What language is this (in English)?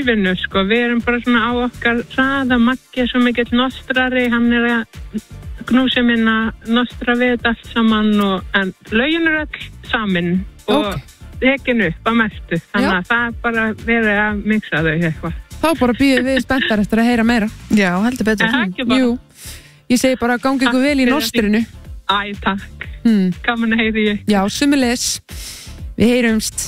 Icelandic